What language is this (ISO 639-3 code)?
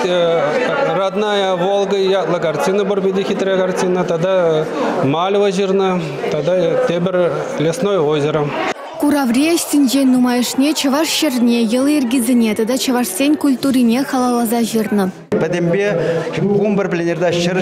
chv